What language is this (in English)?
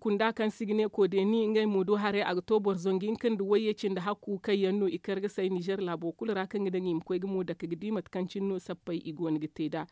Zarma